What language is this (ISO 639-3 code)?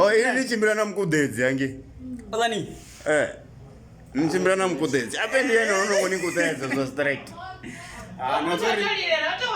ven